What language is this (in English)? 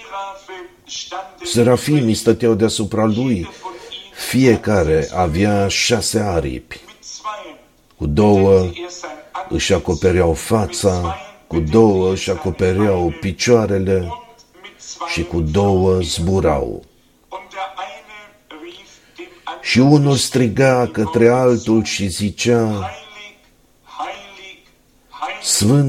Romanian